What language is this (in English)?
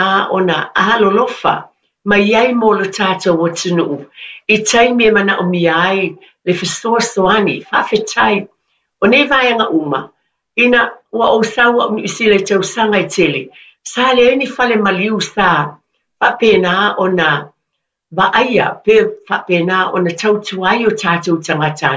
Samoan